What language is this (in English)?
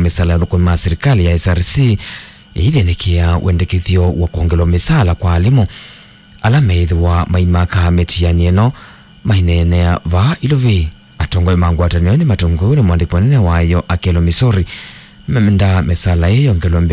Kamba